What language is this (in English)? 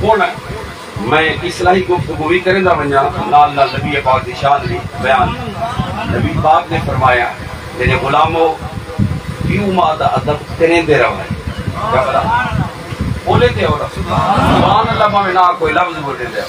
Saraiki